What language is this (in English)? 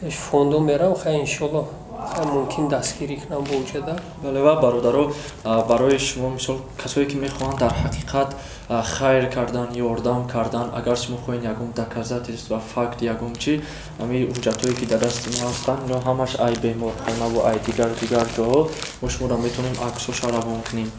Tajik